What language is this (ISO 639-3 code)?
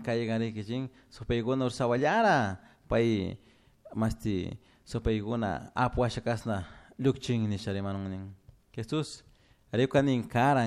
qug